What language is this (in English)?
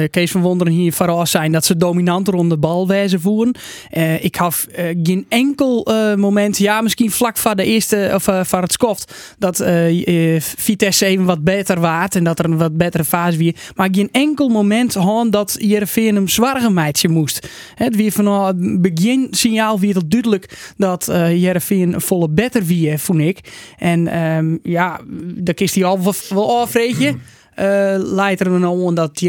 Western Frisian